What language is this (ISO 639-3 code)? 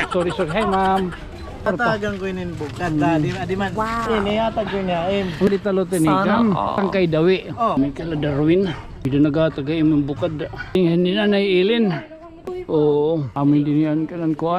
war